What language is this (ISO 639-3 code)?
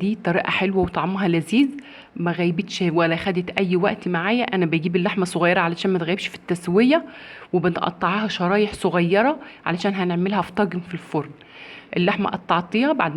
arz